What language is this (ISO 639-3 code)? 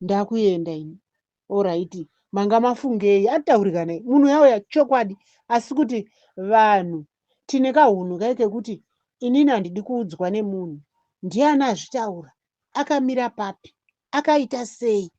sna